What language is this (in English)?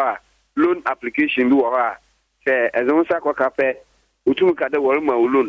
Akan